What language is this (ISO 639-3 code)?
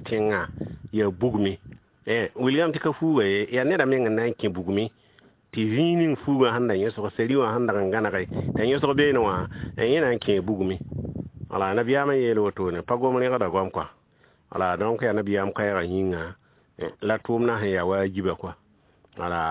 mos